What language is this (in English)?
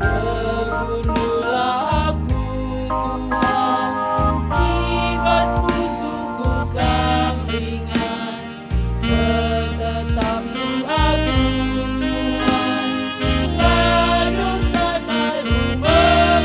Batak Karo